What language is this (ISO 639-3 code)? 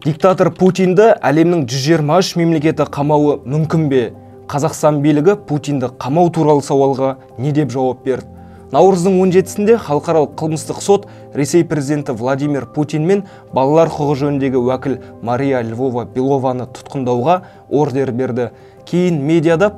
kaz